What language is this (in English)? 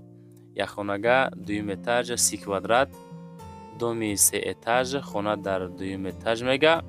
Tajik